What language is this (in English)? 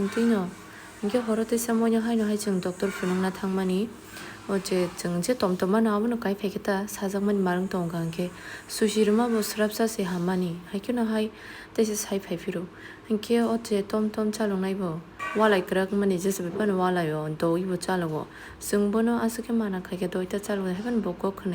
Kok Borok